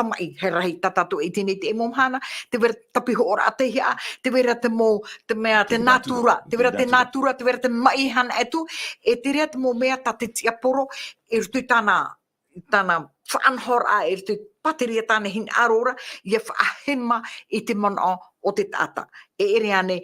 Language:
Tahitian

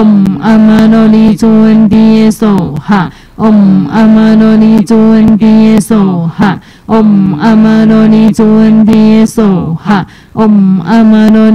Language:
Chinese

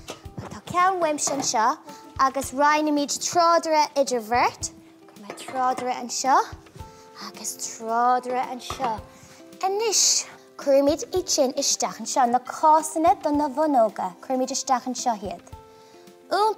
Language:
Irish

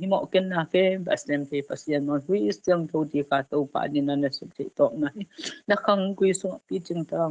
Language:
Tedim Chin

